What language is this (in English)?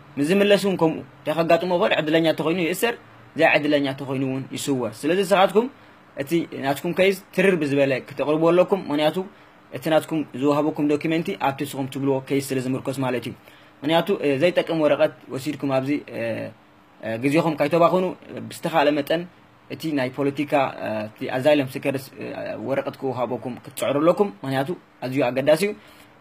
Tigrinya